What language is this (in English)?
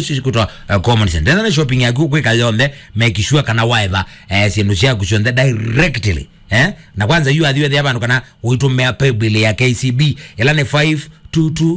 Kamba